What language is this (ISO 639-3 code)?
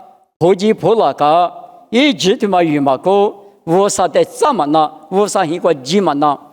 lis